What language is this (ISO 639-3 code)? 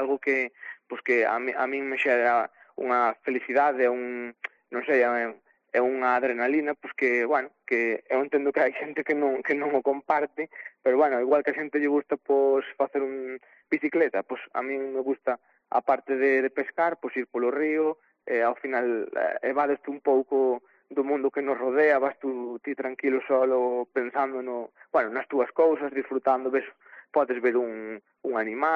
glg